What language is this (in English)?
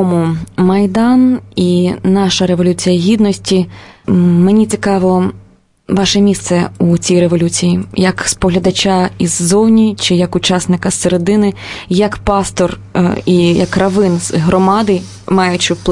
Ukrainian